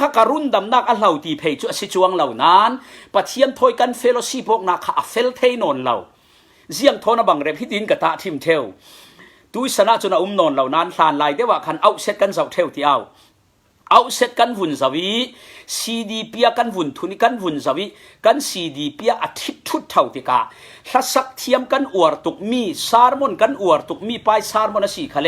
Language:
Falam Chin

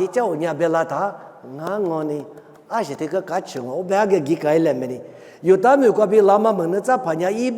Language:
Lisu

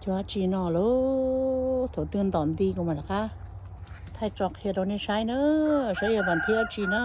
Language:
Hmong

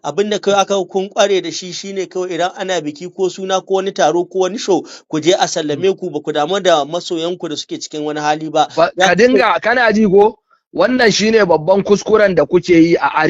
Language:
Hausa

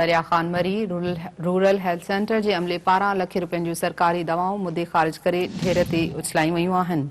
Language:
Sindhi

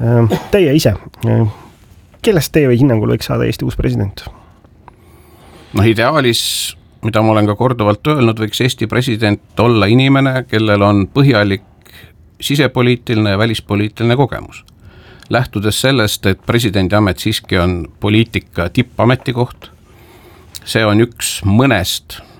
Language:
Estonian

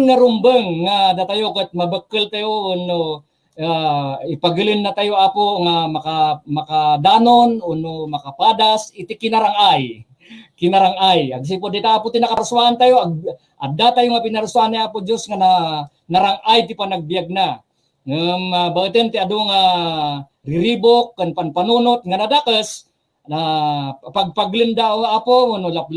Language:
Iloko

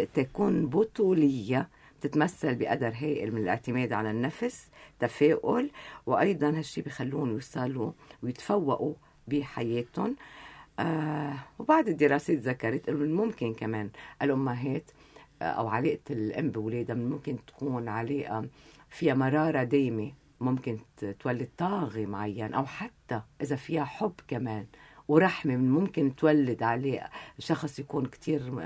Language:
North Levantine Arabic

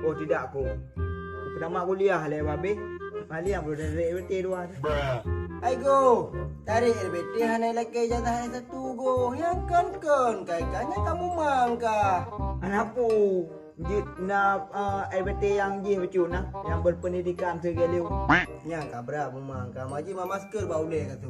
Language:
Achinese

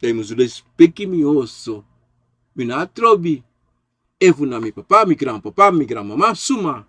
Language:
Sranan Tongo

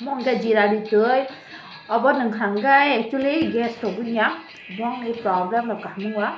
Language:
Kok Borok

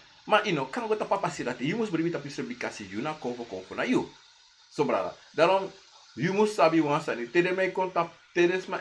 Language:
Sranan Tongo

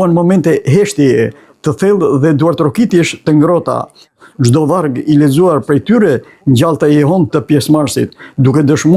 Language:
Albanian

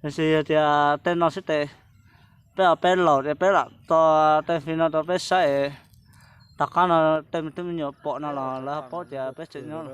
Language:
Hmong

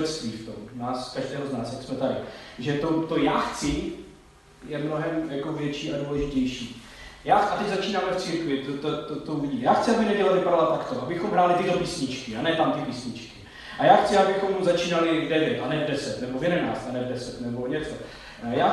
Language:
Czech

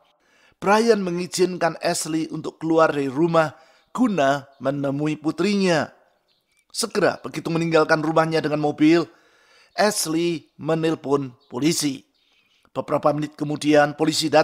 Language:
Indonesian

